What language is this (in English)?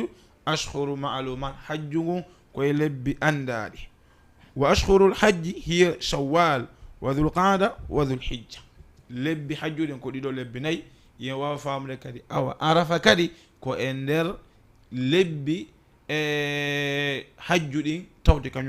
Fula